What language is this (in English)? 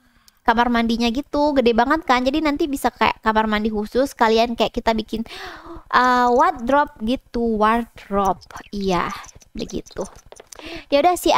Indonesian